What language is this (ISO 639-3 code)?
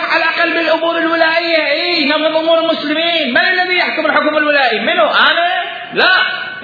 acm